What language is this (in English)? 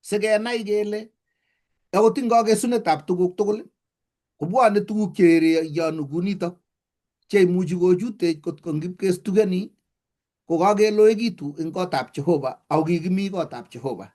Kalenjin